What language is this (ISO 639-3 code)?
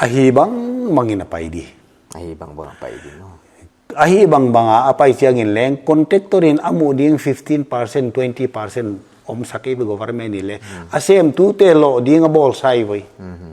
pck